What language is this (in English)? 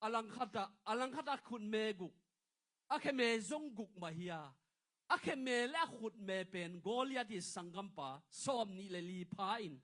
Tedim Chin